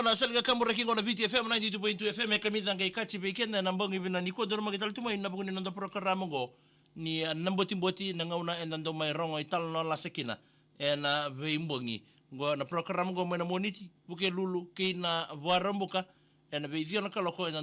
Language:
Fijian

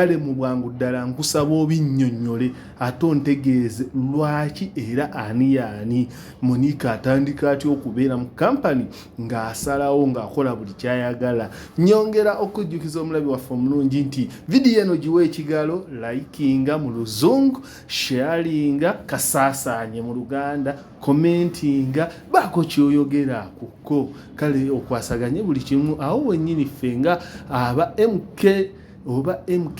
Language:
Ganda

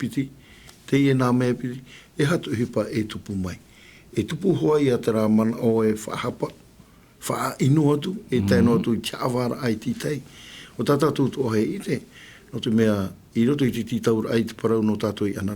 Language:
Tahitian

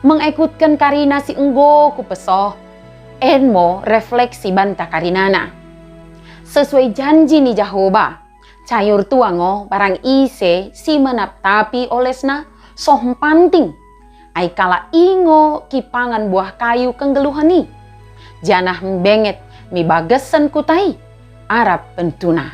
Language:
Batak Dairi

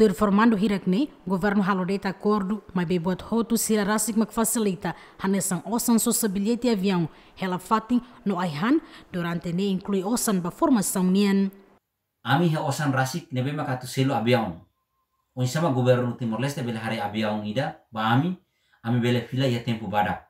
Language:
Tetum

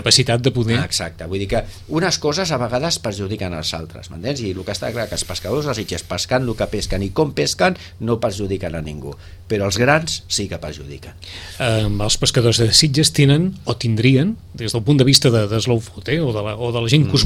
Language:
Catalan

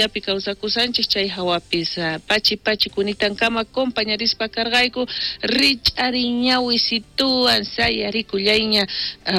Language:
South Bolivian Quechua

